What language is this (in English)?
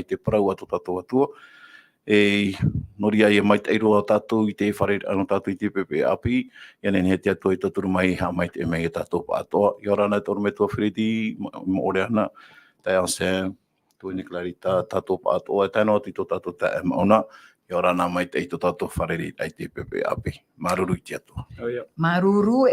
Tahitian